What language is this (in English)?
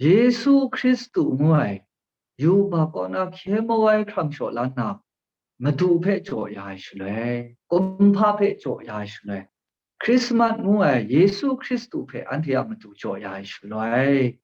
Kachin